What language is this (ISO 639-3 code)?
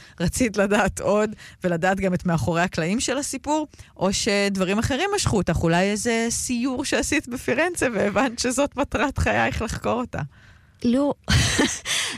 heb